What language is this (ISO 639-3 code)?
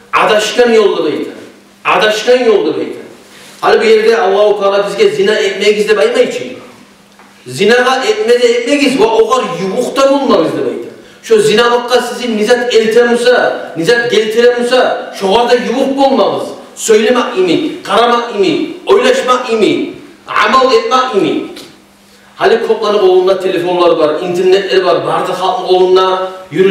kum